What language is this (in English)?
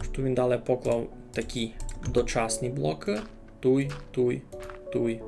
Rusyn